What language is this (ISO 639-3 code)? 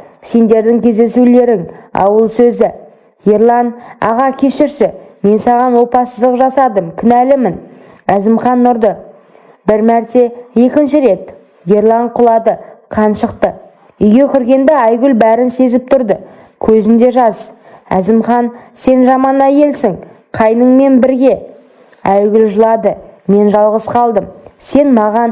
kaz